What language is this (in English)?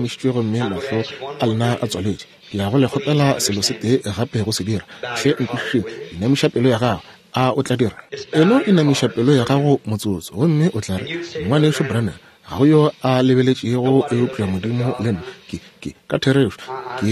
Northern Sotho